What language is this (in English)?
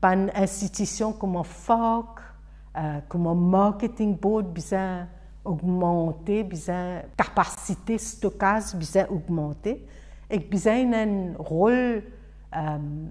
Morisyen